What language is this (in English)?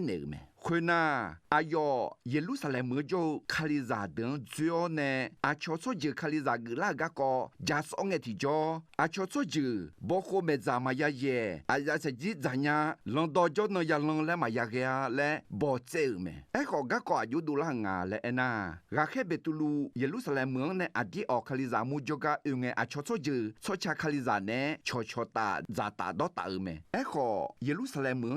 Akha